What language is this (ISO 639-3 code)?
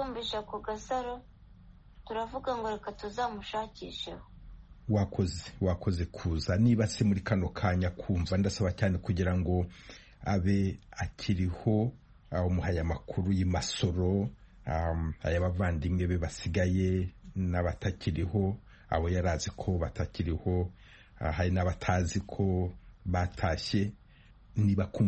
kin